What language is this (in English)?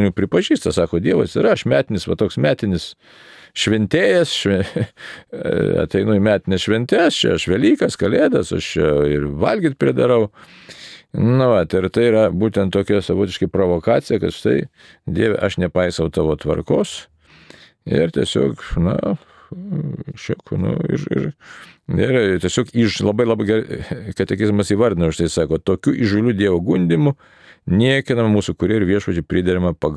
Lithuanian